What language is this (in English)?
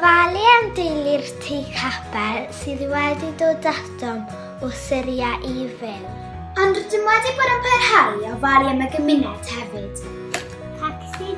Welsh